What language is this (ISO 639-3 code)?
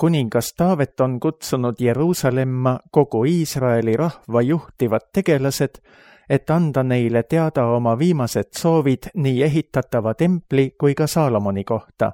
est